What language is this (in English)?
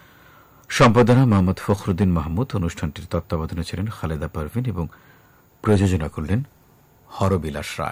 Bangla